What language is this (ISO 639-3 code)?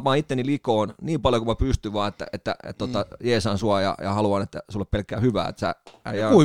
fin